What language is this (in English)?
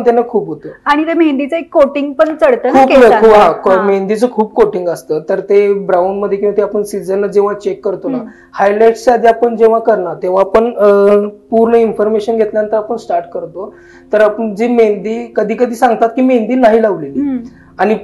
Marathi